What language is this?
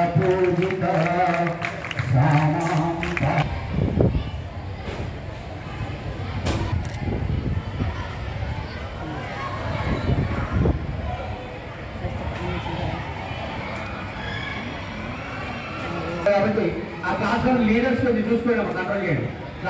Telugu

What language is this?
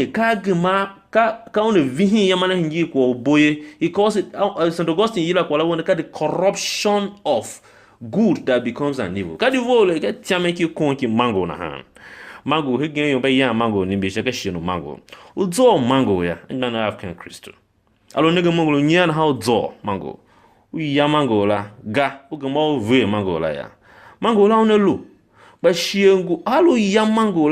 Tiv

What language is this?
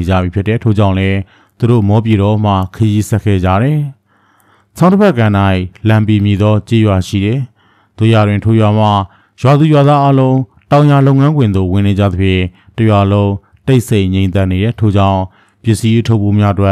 Burmese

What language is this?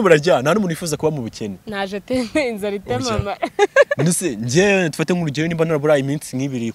Kinyarwanda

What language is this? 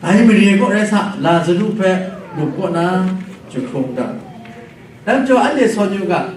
Kachin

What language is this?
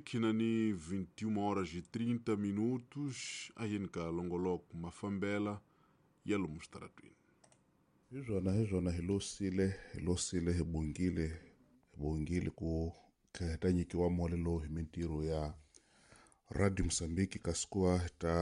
Tsonga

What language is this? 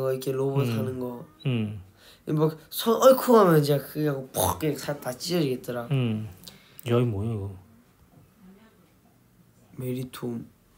Korean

